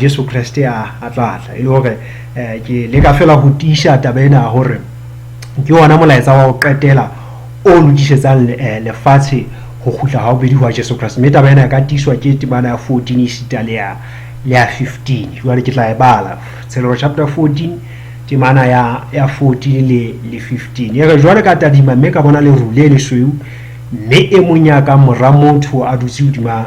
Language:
Southern Sotho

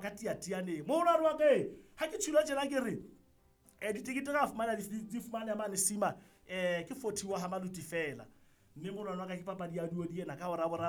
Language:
Southern Sotho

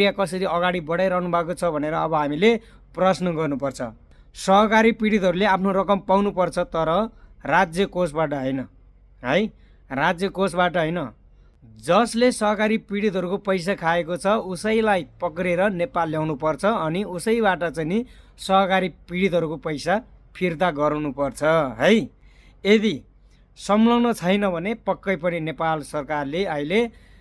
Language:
Nepali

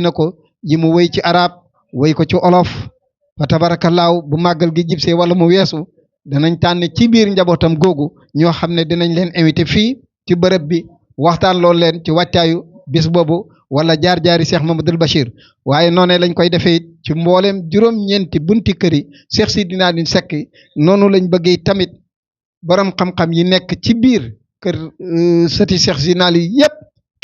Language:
Wolof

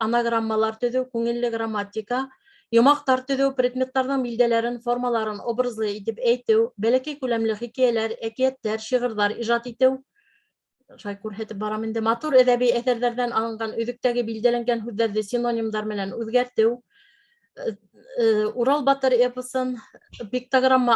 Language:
Bashkir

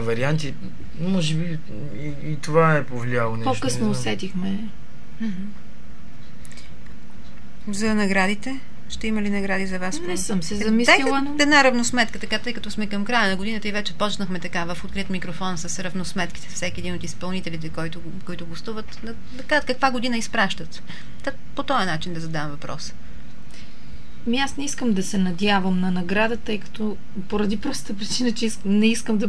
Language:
Bulgarian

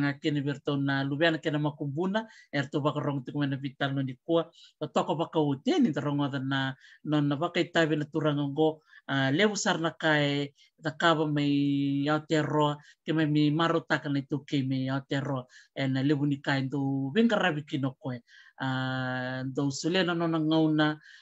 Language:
Fijian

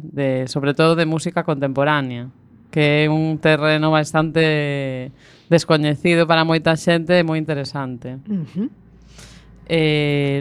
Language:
Galician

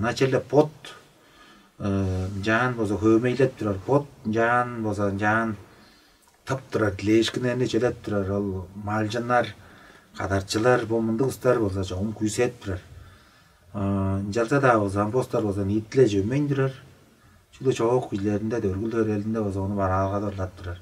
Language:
Tuvinian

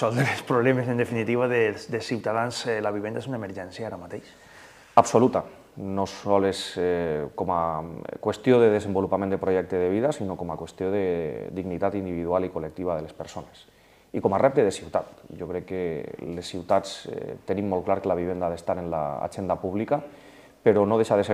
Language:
Catalan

